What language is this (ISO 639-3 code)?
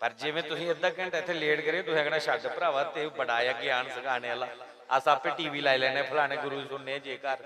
doi